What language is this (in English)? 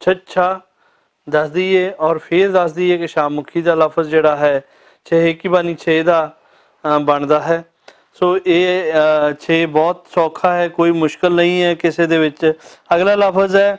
Western Panjabi